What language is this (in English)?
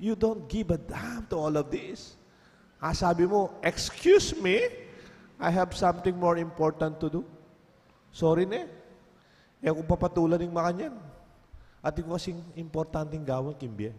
Pampanga